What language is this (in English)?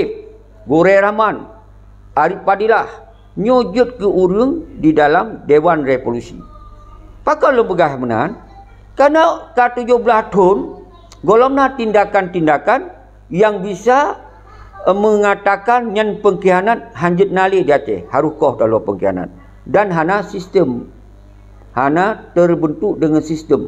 Achinese